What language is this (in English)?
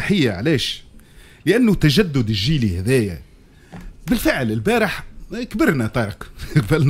Tunisian Arabic